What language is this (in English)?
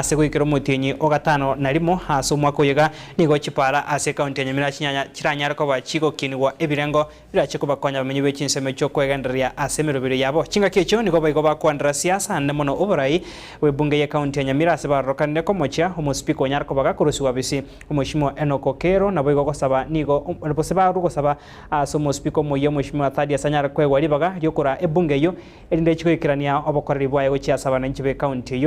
Gusii